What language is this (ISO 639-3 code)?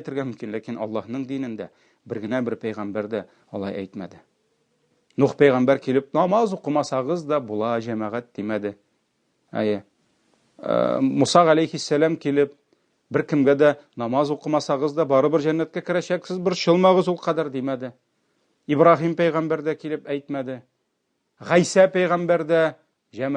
tat